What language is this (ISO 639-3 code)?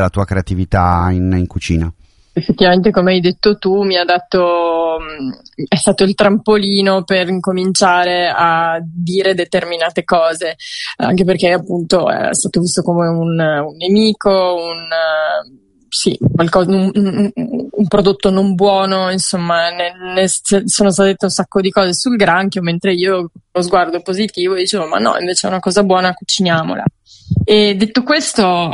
ita